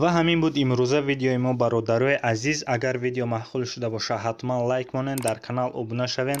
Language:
Tajik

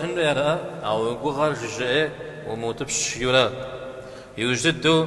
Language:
Kabardian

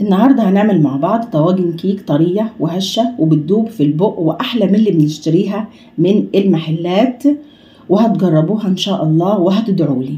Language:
Egyptian Arabic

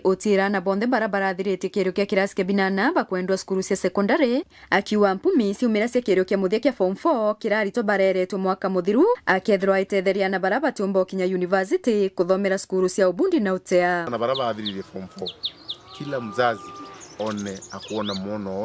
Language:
Meru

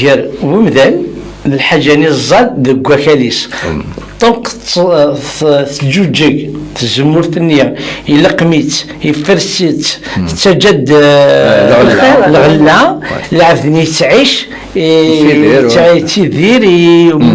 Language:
Kabyle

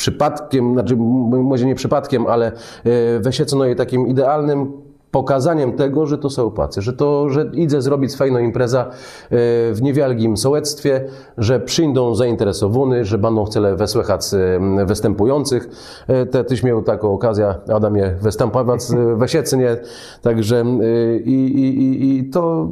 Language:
Kashubian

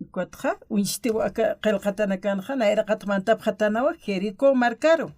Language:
Aymara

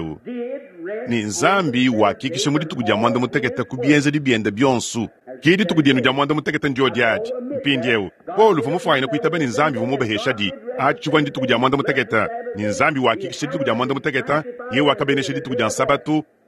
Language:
Luba-Lulua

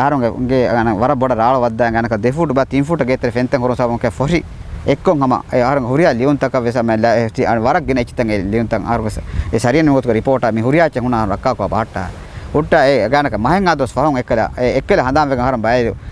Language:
Divehi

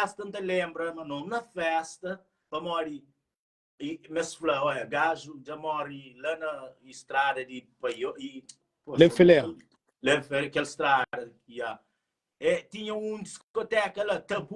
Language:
Kabuverdianu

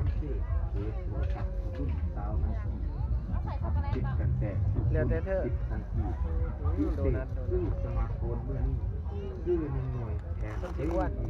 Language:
Lao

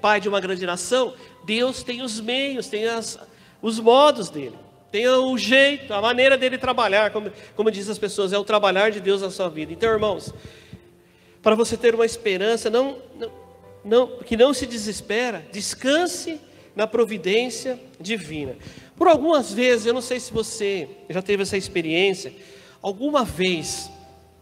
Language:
Portuguese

